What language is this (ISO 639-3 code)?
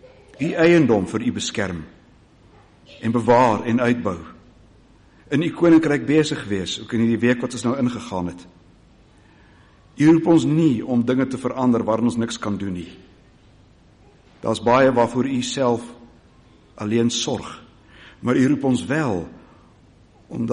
afr